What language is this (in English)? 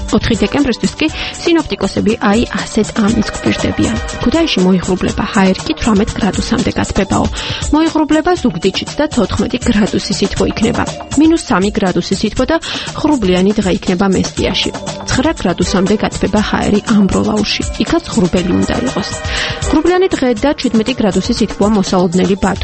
Georgian